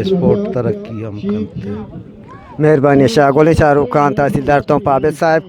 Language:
Eastern Balochi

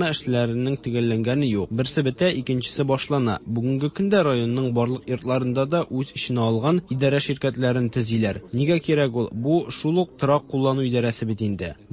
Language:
Tatar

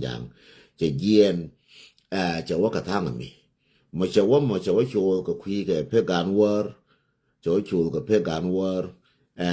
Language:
Nuer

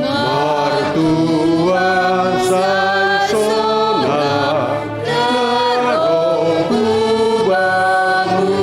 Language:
Batak Simalungun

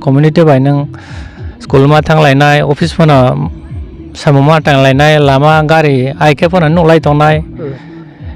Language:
Riang (India)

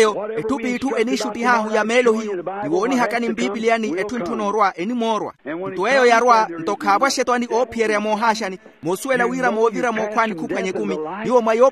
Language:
Makhuwa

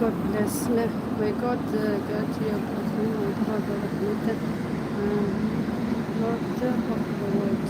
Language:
Algerian Arabic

